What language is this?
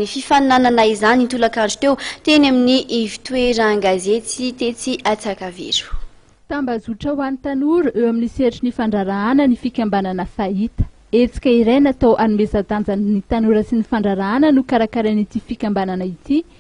Malagasy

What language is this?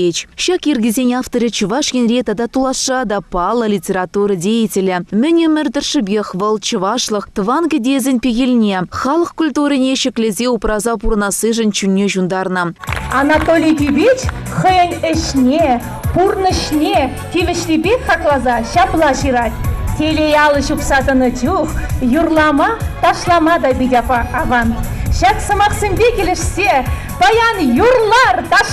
Chuvash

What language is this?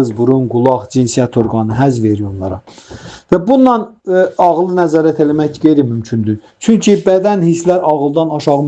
Azerbaijani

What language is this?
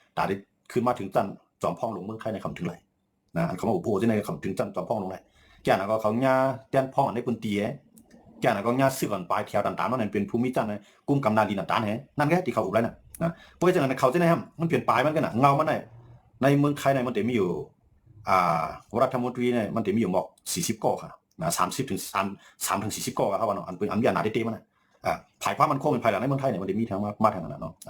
Shan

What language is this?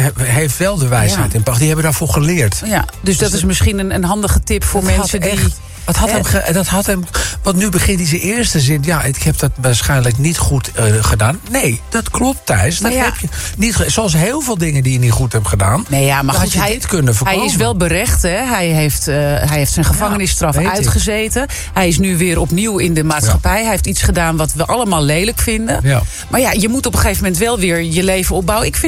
Dutch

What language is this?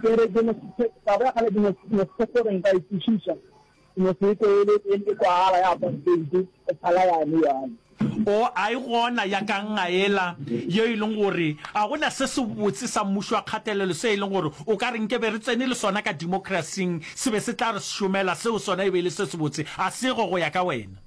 Northern Sotho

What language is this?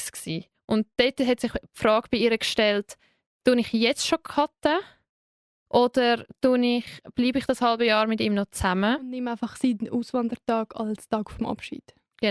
Swiss German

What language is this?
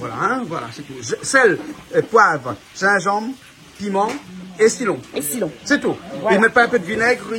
Réunion Creole French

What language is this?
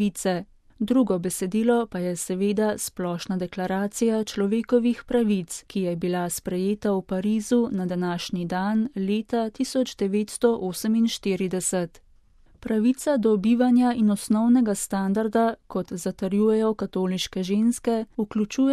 Slovenian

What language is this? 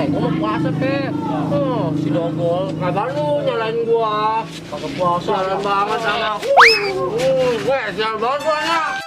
Betawi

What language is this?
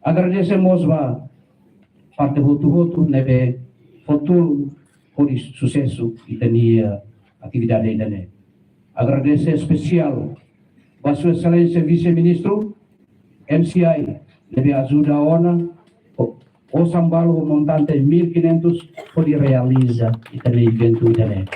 Tetum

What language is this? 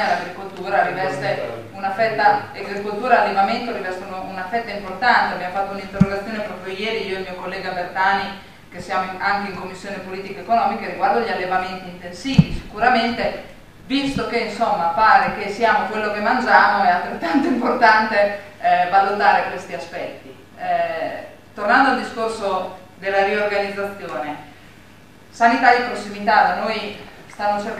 Italian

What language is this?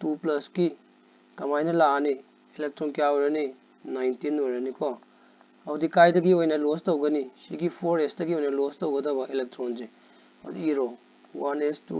Manipuri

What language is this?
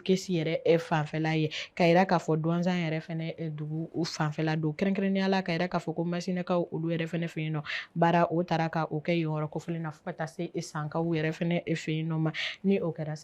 Bambara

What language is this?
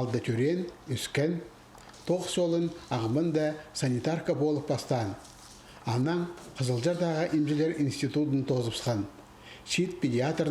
Khakas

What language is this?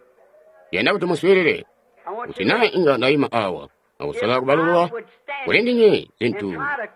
Tonga (Zambia)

